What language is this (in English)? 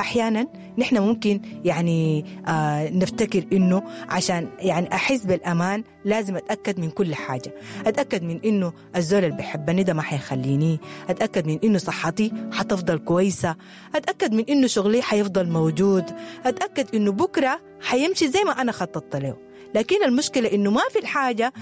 Sudanese Arabic